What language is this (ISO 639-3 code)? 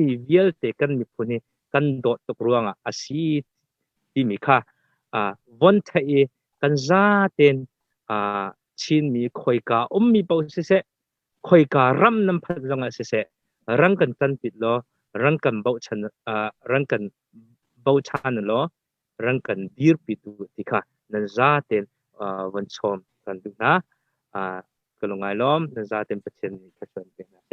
cnh